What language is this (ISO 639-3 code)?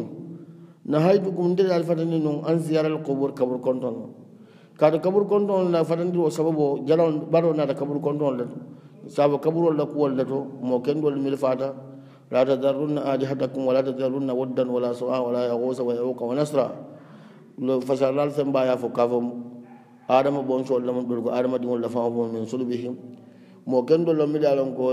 hau